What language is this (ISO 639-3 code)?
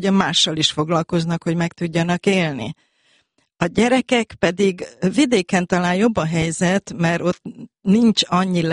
hun